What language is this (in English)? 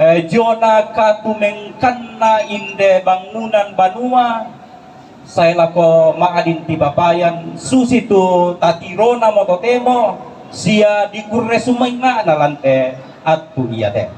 Toraja-Sa'dan